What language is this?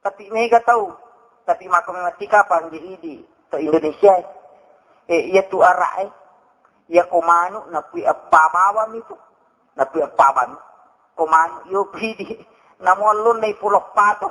Buginese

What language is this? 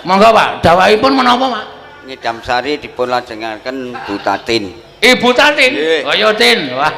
Javanese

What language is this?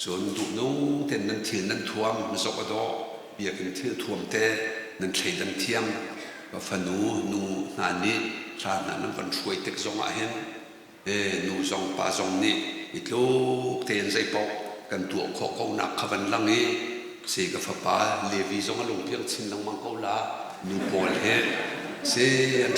Hakha Chin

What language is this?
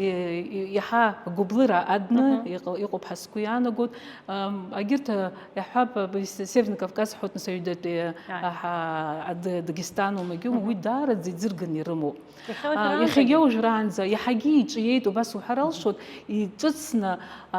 Abkhazian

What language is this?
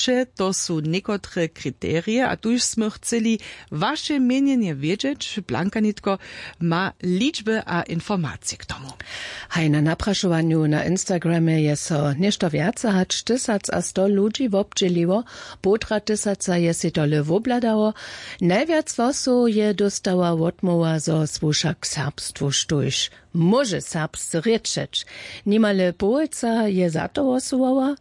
Upper Sorbian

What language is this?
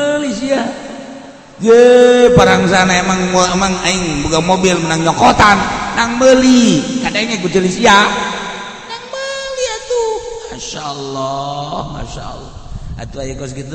Sundanese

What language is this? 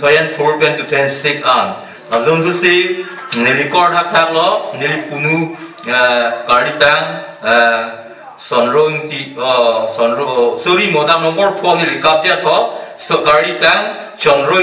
Karbi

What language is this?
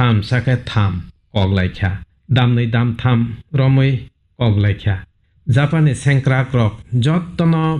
Kok Borok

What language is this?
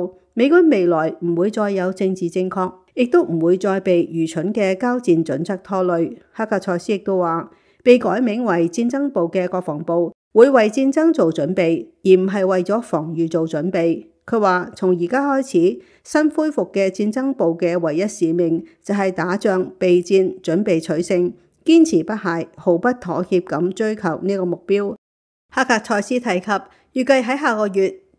Cantonese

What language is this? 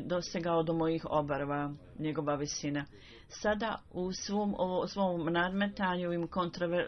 Bosnian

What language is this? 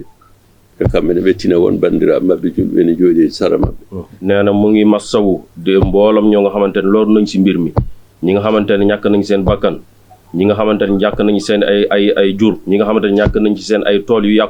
Fula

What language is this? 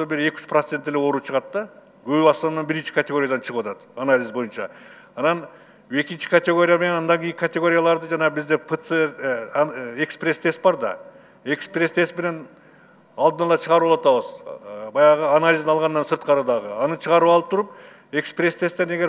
Kyrgyz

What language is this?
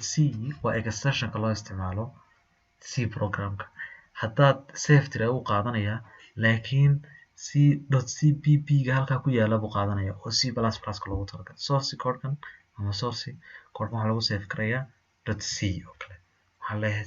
Somali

